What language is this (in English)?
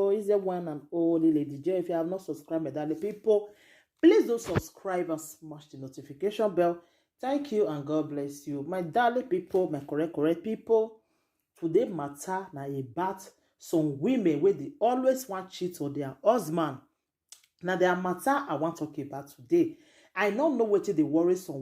Nigerian Pidgin